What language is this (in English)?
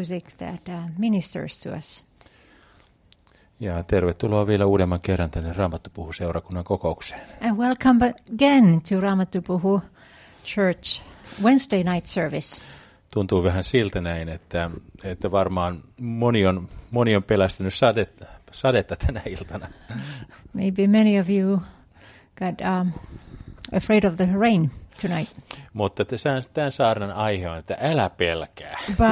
Finnish